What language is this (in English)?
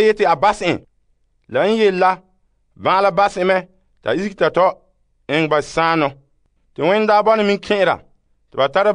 Frafra